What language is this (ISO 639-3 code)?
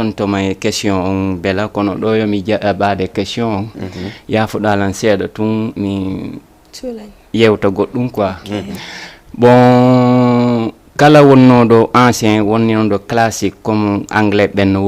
ful